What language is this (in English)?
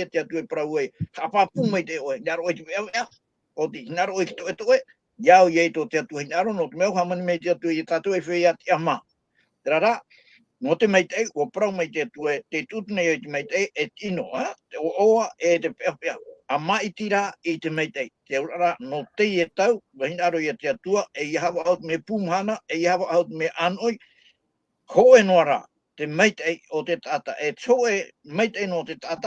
Tahitian